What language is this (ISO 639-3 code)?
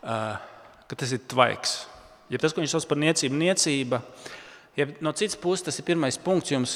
lav